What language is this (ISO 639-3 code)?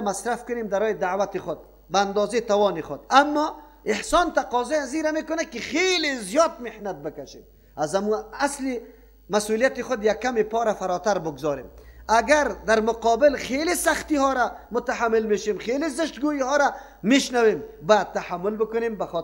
fas